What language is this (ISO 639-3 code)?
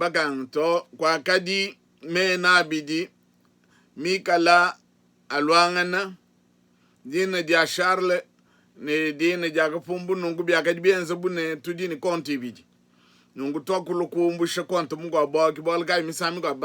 lua